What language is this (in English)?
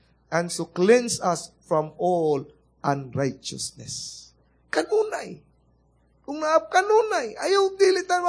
Cebuano